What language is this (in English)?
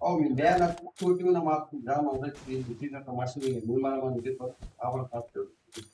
Kara-Kalpak